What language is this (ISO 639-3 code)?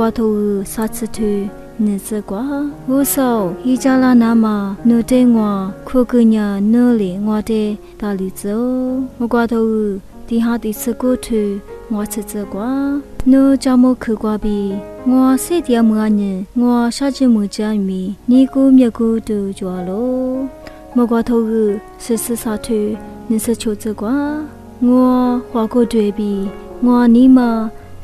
lis